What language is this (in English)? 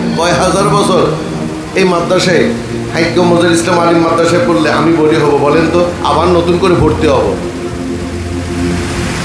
Bangla